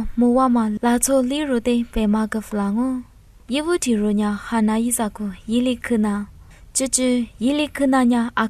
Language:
Lisu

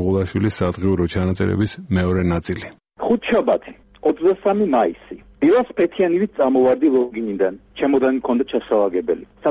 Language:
Georgian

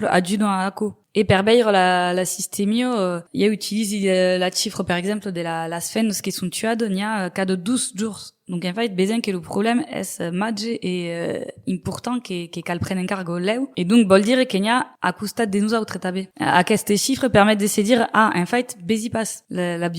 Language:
Occitan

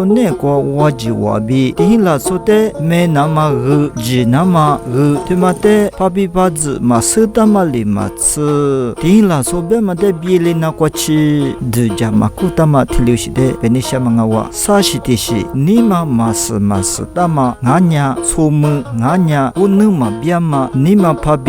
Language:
Lisu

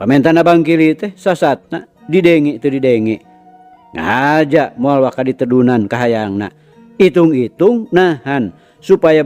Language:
Sundanese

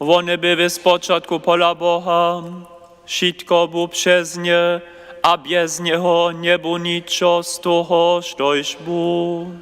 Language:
Upper Sorbian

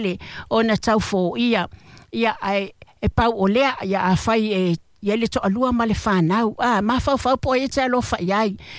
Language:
Samoan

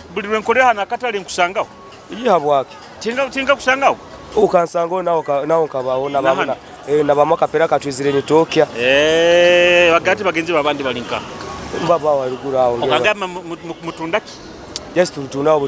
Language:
Nyoro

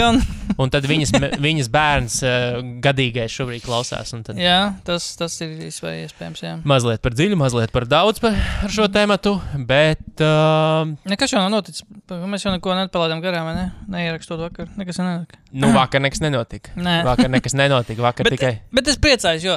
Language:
Latvian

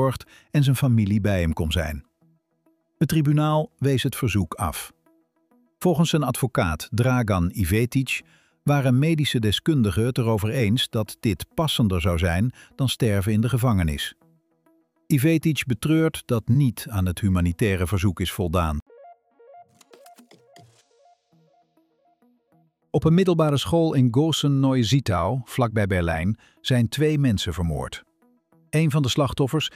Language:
Dutch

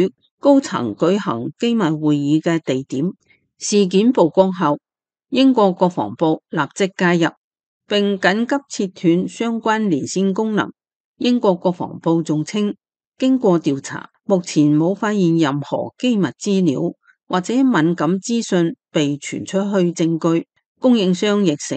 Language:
Cantonese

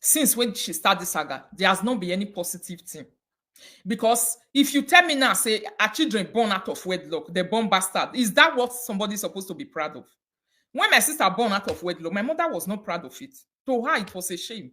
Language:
Nigerian Pidgin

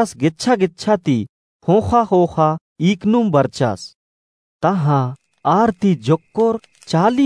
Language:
Kurukh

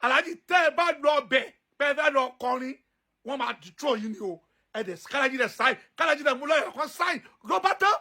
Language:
Yoruba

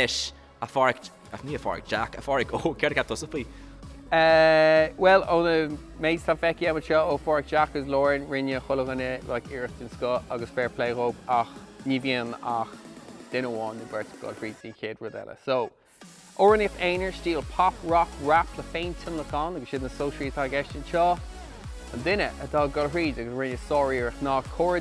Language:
Irish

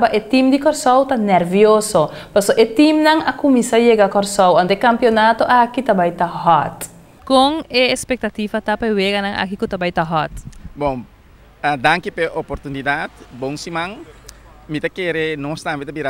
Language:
Papiamento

